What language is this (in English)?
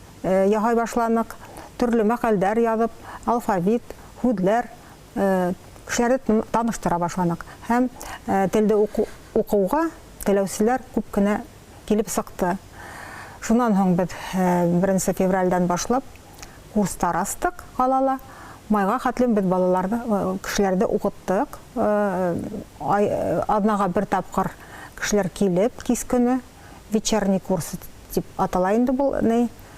Bashkir